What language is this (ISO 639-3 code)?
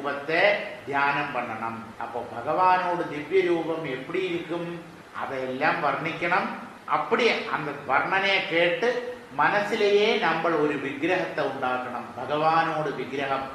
tam